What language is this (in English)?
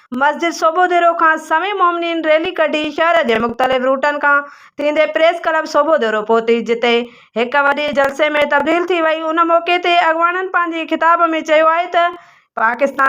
Sindhi